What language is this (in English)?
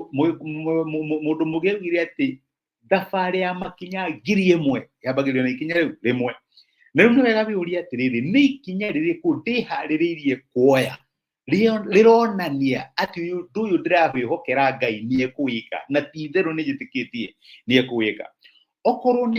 Kikuyu